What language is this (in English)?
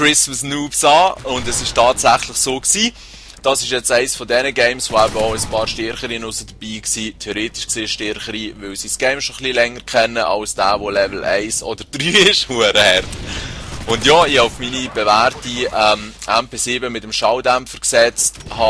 Swiss German